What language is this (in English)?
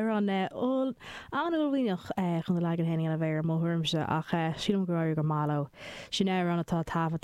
Irish